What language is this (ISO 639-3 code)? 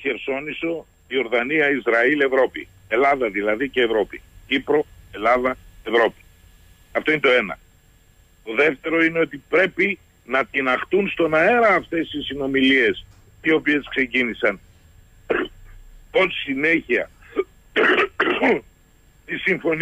ell